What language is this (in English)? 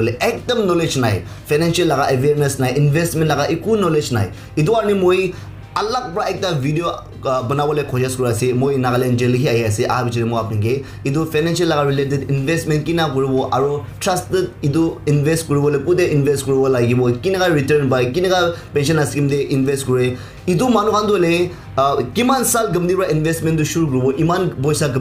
Naga Pidgin